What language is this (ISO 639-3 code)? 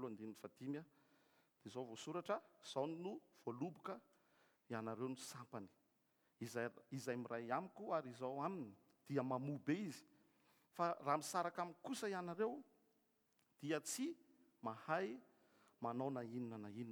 mlg